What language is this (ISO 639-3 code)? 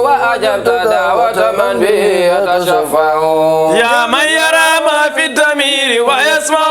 ful